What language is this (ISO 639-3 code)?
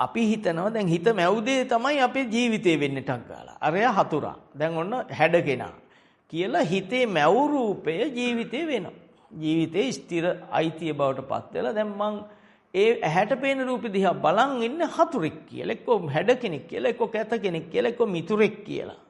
sin